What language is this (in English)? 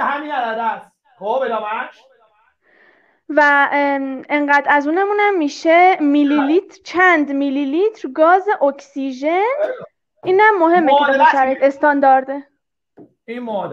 Persian